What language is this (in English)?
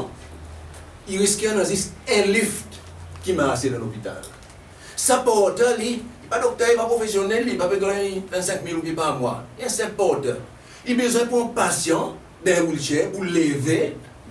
Seselwa Creole French